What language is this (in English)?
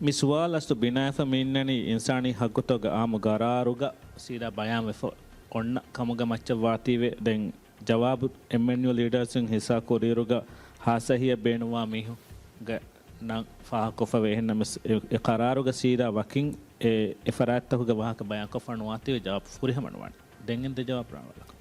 Divehi